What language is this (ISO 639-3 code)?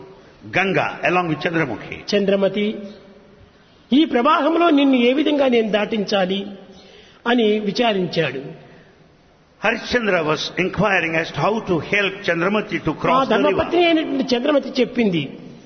tel